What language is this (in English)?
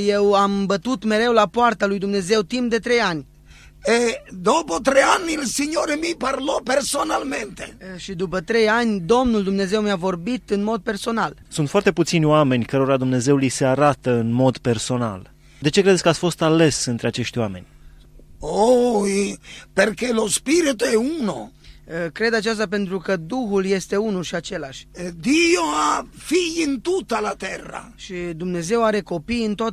Romanian